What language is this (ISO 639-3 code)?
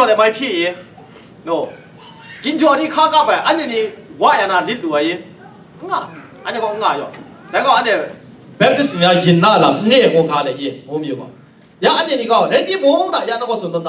kac